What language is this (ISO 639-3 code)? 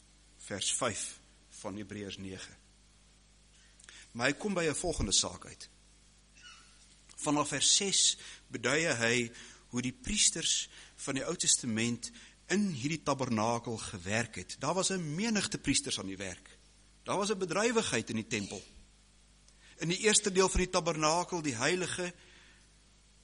afr